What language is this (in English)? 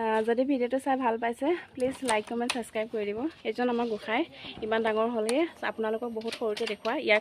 Assamese